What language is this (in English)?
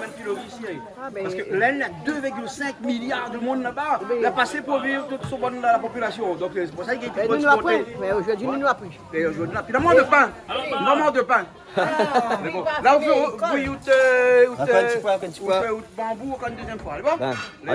Réunion Creole French